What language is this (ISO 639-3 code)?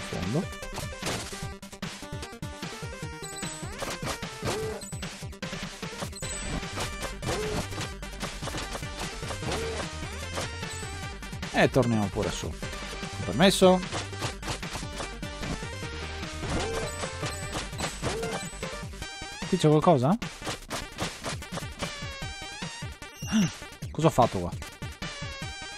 ita